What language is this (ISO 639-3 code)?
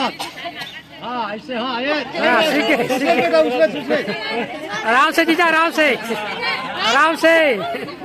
hne